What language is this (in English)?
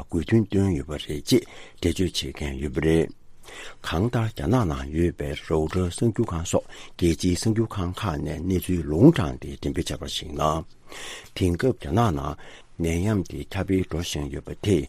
Tibetan